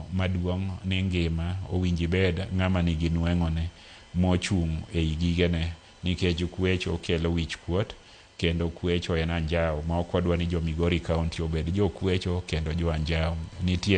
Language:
Luo (Kenya and Tanzania)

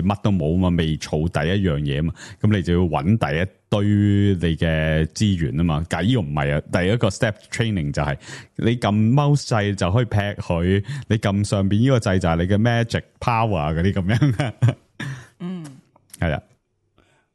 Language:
Cantonese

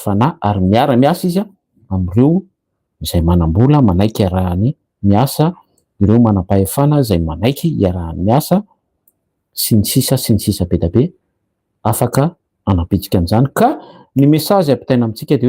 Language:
Malagasy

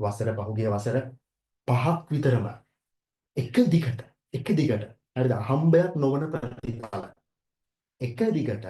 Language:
Sinhala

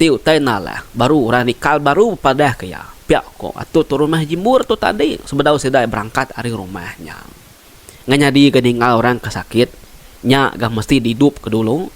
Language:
Iban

